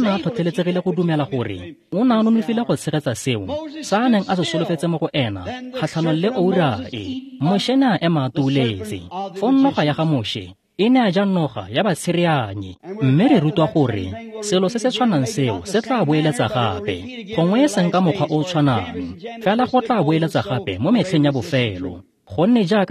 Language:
Tswana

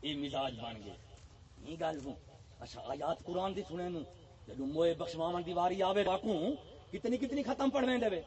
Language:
Saraiki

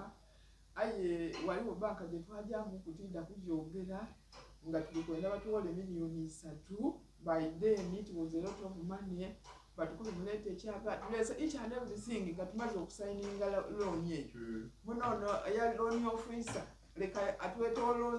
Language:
Soga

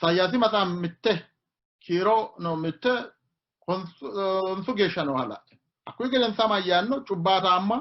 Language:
Sidamo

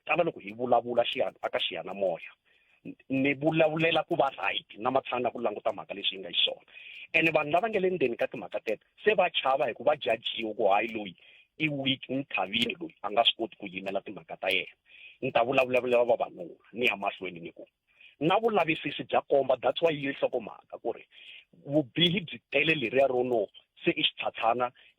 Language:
Tsonga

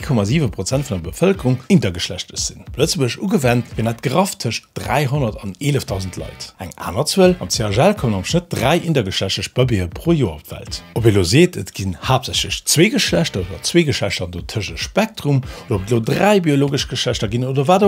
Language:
Luxembourgish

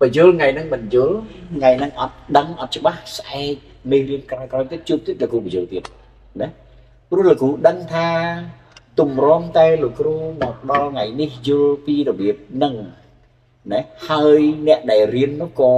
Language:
Khmer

